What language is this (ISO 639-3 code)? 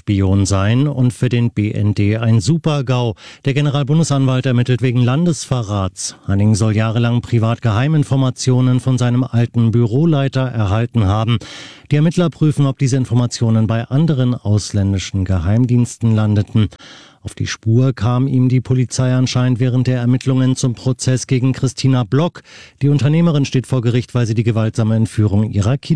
deu